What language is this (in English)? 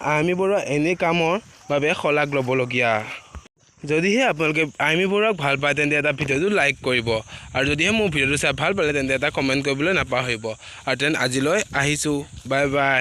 Assamese